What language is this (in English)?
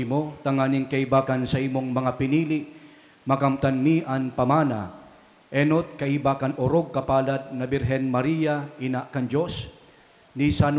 Bikol